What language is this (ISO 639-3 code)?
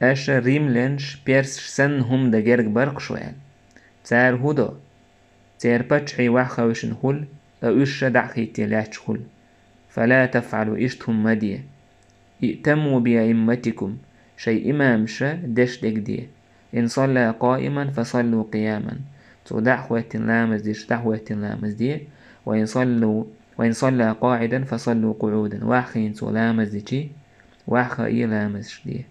che